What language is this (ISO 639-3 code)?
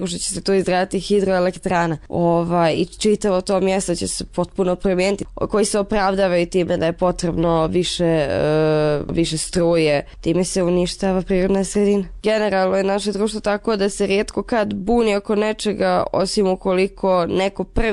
bos